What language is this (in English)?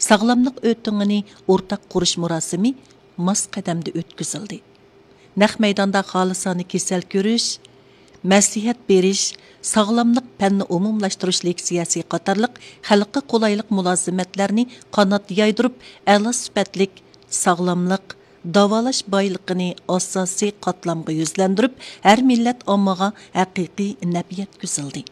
Uyghur